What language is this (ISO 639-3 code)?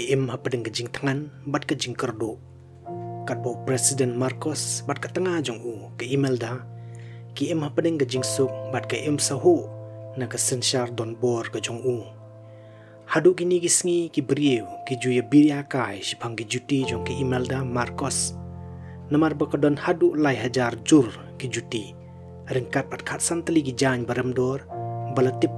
kha